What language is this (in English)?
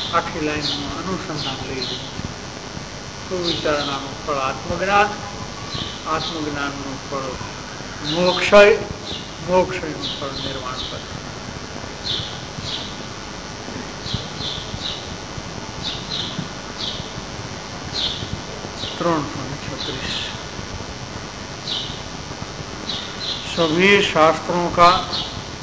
Gujarati